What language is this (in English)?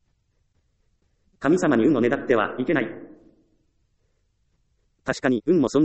Japanese